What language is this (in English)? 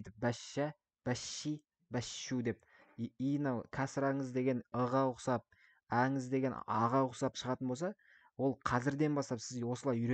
Kazakh